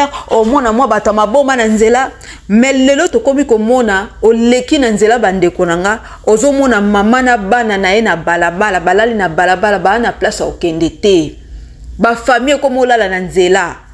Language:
Lingala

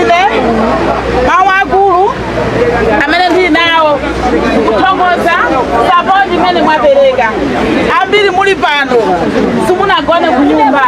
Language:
Nyanja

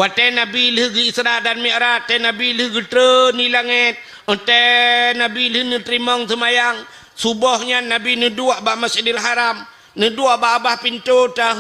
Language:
Achinese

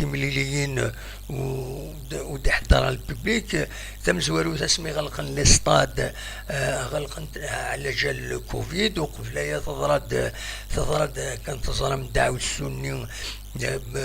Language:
Kabyle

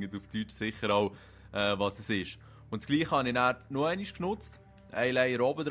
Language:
Swiss German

